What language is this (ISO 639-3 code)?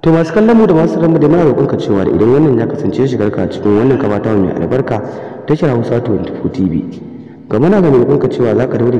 hau